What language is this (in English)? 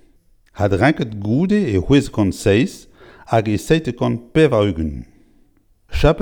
Breton